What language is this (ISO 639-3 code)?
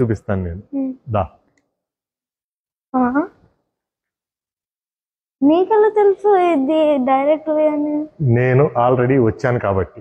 tel